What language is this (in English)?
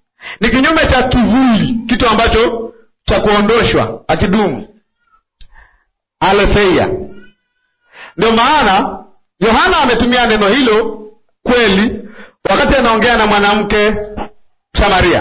Swahili